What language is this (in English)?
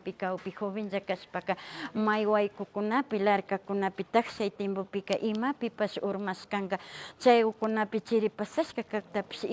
Imbabura Highland Quichua